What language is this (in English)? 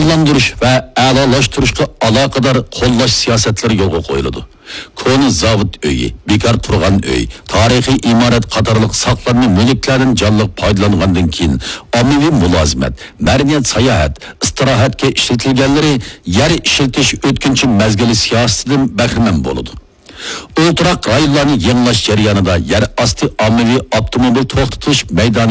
Uyghur